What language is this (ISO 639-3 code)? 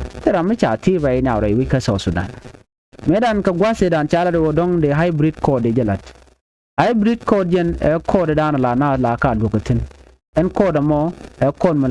nus